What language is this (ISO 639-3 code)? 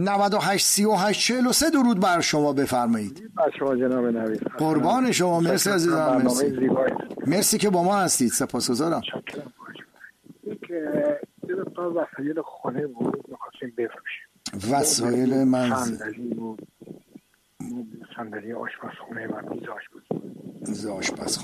fas